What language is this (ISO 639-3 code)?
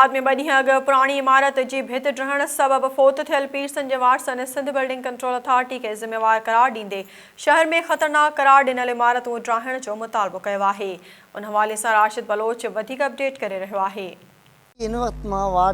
snd